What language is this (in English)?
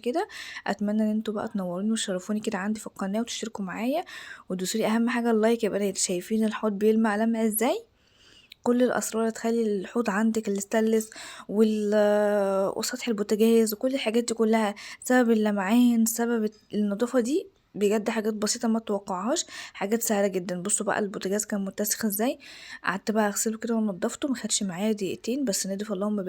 Egyptian Arabic